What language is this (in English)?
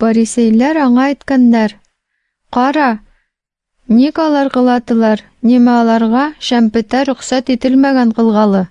Tatar